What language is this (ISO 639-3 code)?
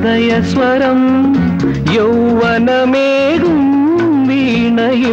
mal